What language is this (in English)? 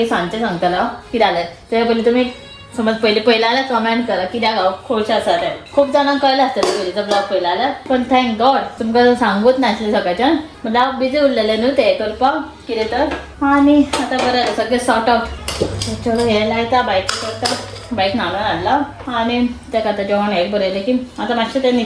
Konkani